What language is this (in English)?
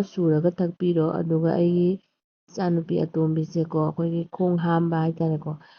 Manipuri